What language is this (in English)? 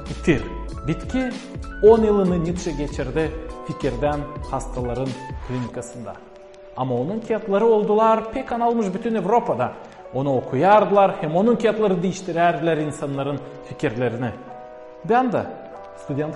Gagauz